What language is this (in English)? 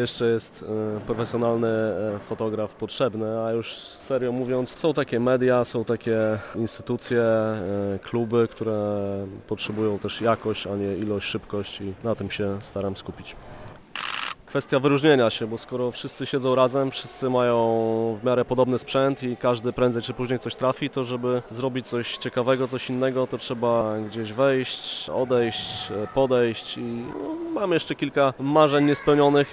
Polish